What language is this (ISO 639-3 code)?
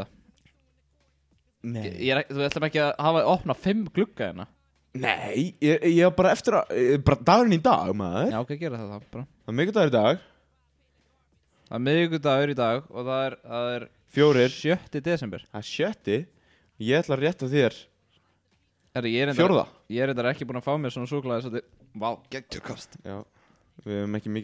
isl